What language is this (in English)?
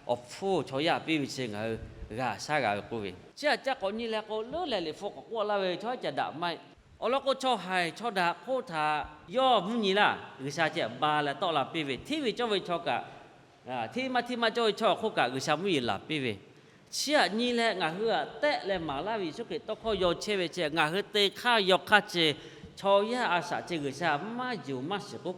Lahu